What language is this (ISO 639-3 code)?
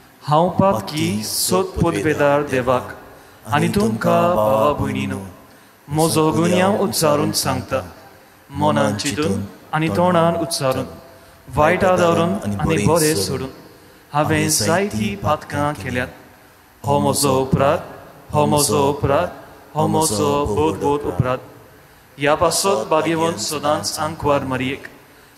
kok